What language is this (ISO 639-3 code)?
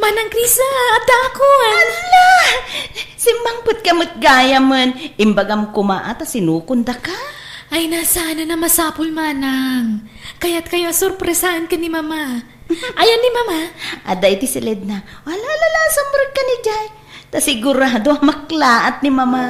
ilo